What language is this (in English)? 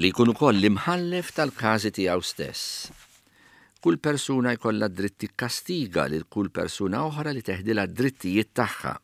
Maltese